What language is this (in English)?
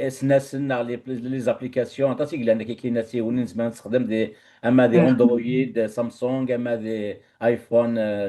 Kabyle